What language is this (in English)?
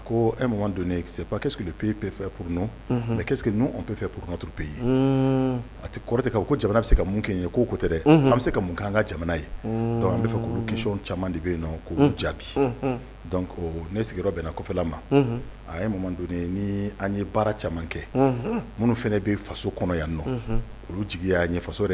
Bambara